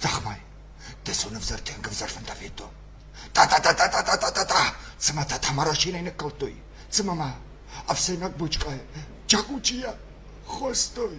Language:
Ossetic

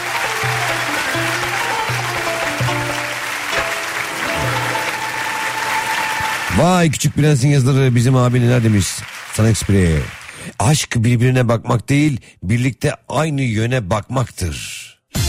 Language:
Turkish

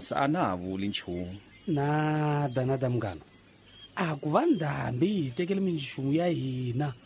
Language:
Tsonga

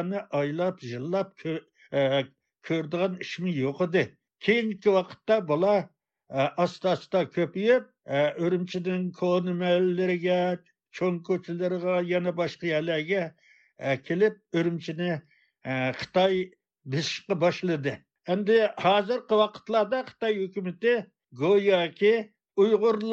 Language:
Uyghur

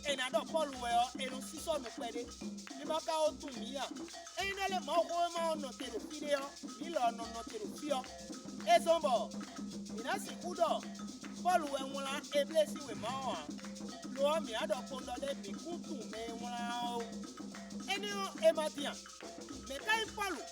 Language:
Fon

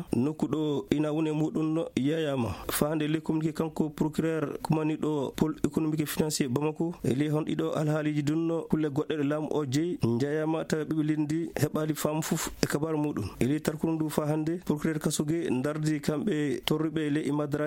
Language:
Fula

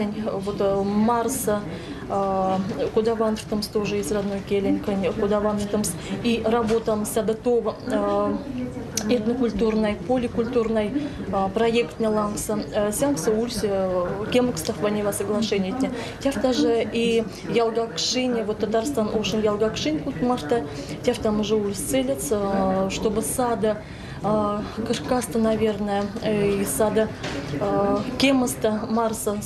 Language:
Erzya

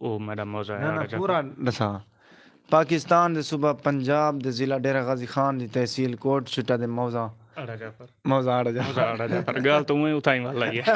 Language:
Saraiki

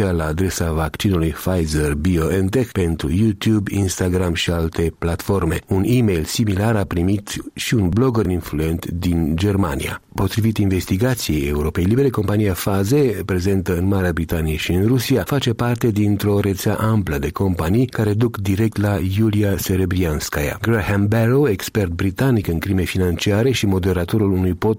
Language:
Romanian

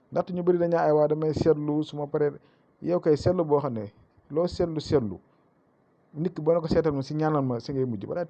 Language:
Wolof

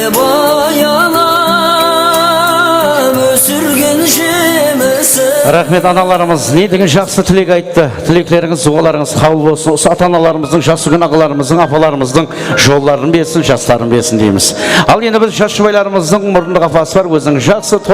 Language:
Kara-Kalpak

